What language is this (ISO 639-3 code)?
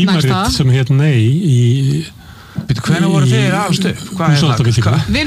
isl